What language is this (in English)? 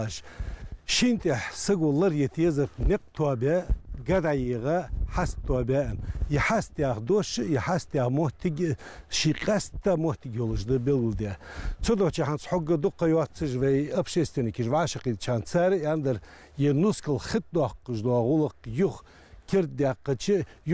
Ingush